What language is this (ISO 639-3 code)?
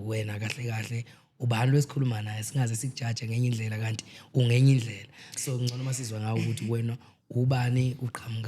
zul